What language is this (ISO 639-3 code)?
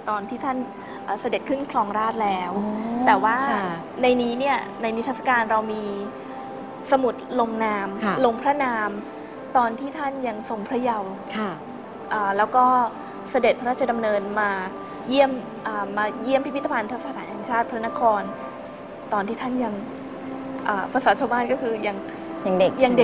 tha